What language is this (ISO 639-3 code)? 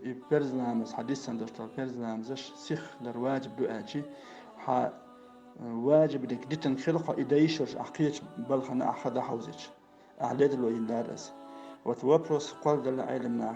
che